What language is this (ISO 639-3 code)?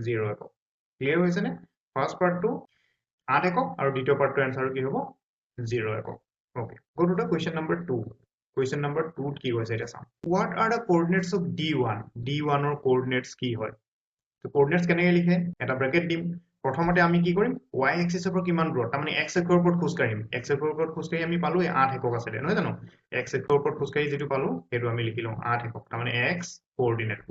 asm